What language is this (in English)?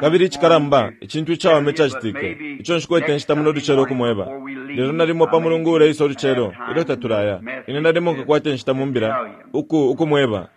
Bemba